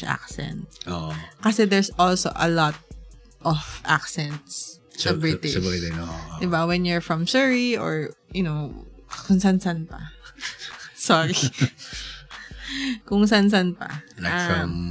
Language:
Filipino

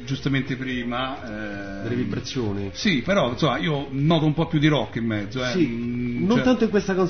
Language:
Italian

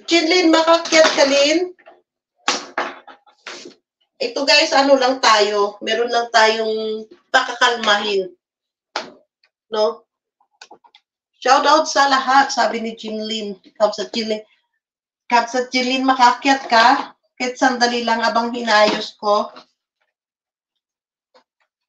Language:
Filipino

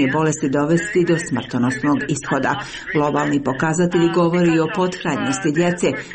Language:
Croatian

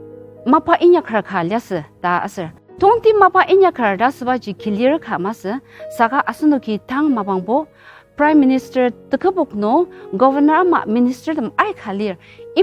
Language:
Ao Naga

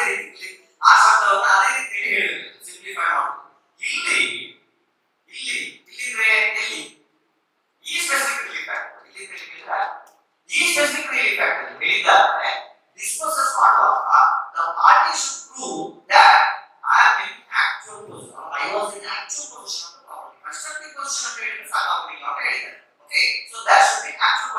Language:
Kannada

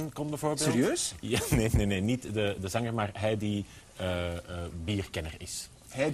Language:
Dutch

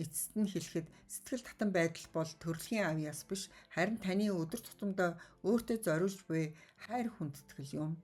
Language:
Mongolian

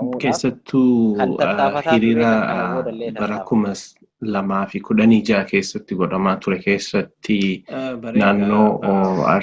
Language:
Oromo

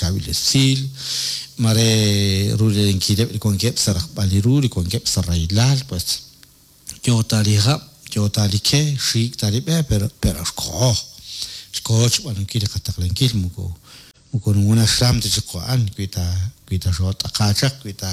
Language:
Kekchí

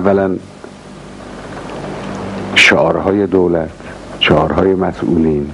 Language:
Persian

